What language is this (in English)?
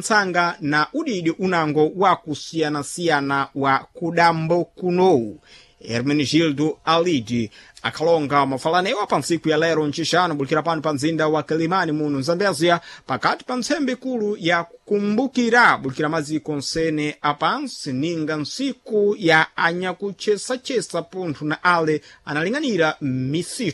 Sena